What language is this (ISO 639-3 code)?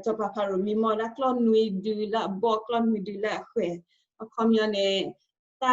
ksw